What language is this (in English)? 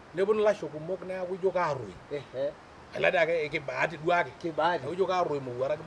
Masai